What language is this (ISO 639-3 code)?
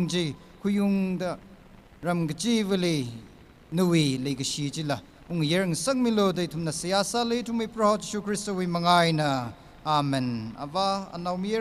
nmf